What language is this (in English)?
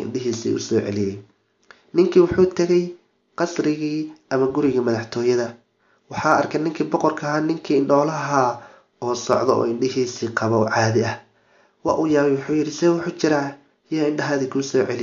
Somali